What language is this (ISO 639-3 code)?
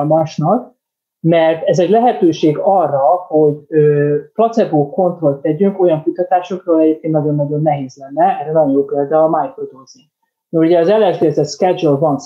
hun